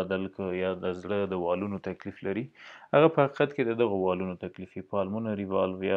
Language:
Pashto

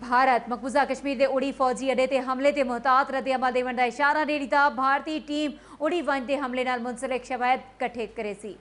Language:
Saraiki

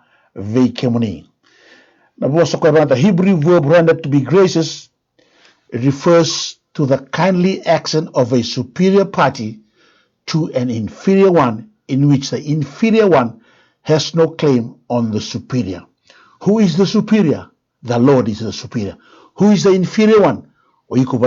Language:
Fijian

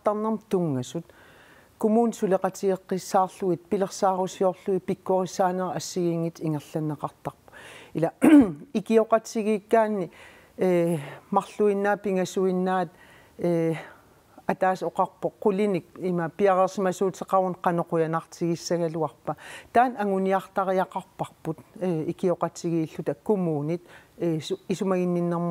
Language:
Kalaallisut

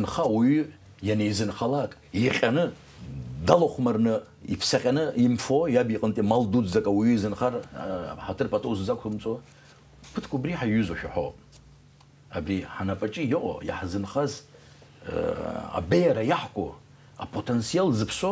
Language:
Abkhazian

